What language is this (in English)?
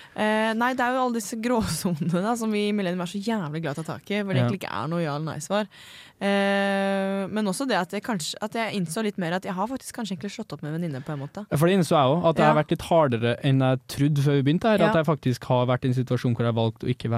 Norwegian